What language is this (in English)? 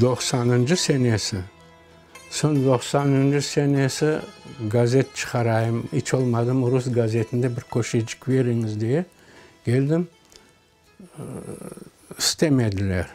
Crimean Tatar